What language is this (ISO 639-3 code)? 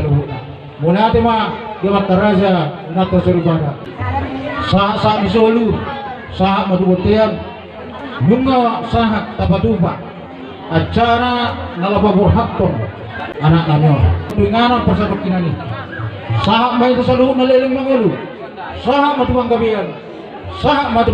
bbc